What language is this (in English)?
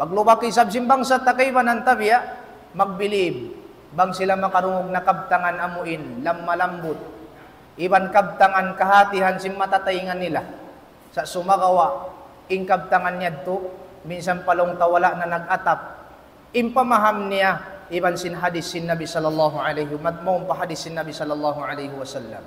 Tausug